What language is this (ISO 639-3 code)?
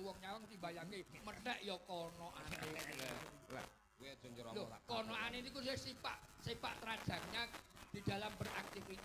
jav